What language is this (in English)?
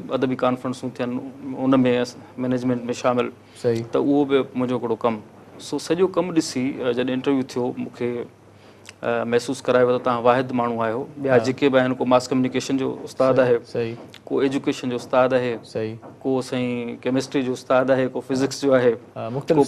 Sindhi